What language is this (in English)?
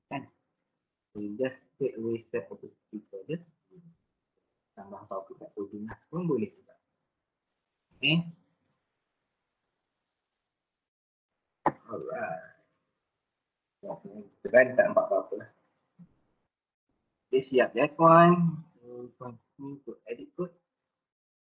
Malay